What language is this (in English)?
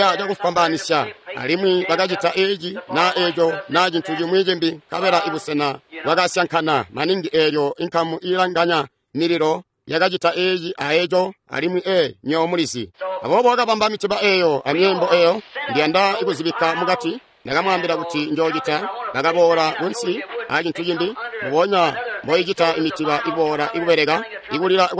Tonga (Zambia)